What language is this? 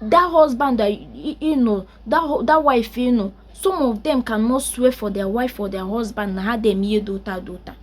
Igbo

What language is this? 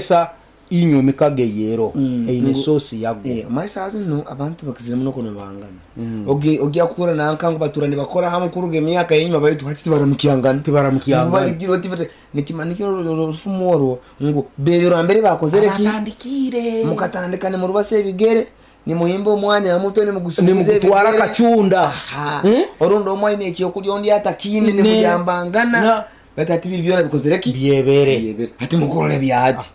Nyankole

